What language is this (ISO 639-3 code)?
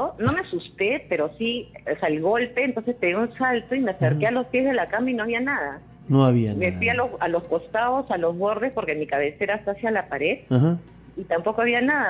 spa